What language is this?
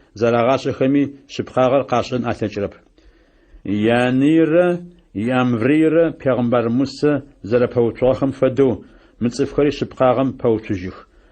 Adyghe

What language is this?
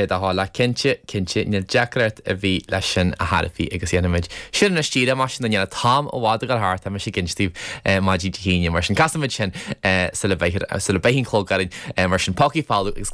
Irish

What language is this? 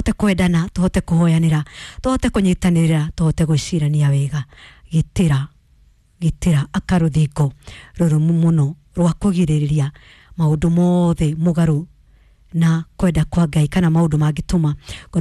Kikuyu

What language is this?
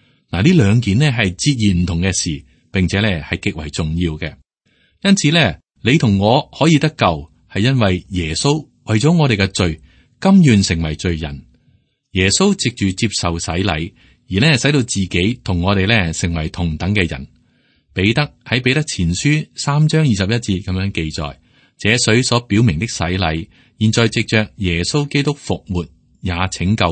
Cantonese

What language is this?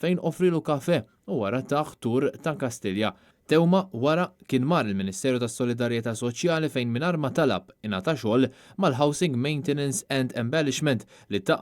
Maltese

